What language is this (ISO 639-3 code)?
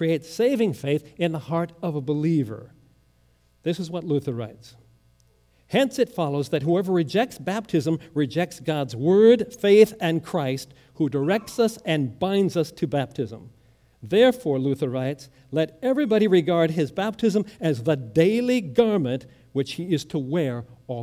eng